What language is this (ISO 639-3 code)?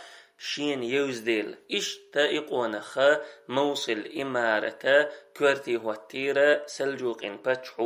che